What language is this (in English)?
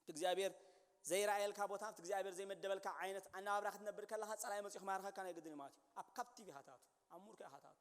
Tigrinya